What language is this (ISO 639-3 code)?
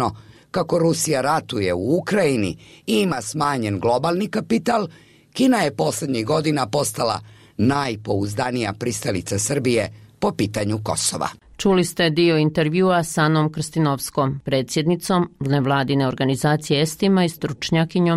hrv